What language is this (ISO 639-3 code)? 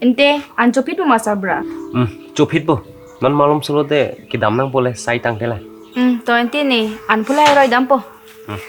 mjw